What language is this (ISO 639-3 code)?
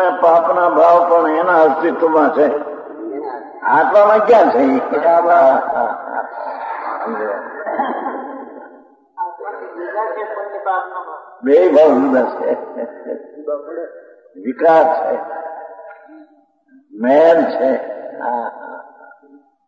guj